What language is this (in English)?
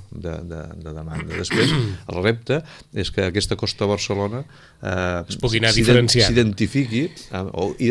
Catalan